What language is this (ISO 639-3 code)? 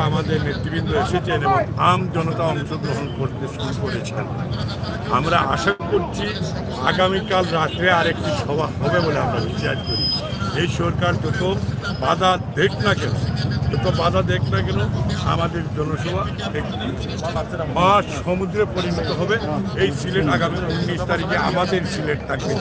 syl